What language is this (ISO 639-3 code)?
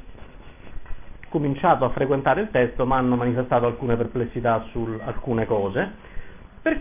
ita